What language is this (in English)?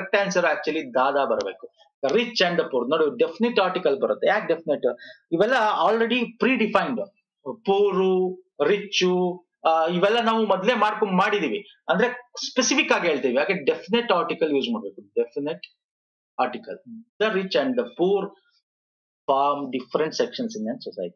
Kannada